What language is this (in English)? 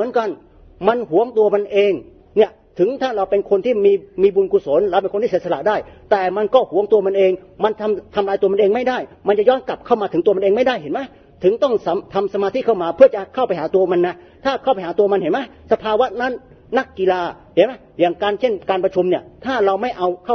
Thai